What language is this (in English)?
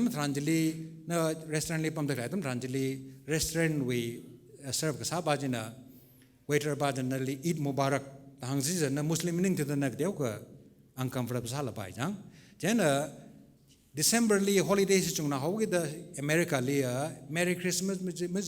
Tangkhul Naga (India)